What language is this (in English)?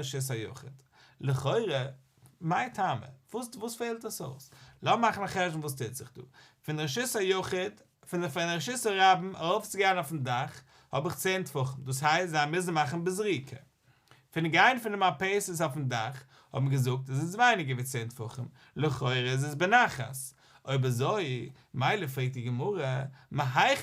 Yiddish